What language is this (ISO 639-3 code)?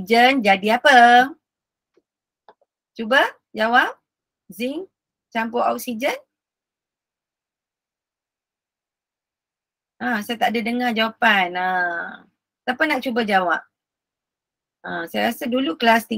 msa